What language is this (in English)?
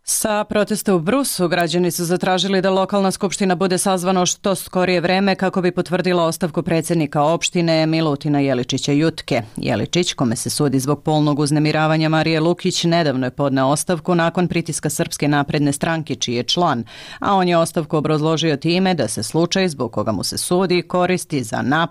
Serbian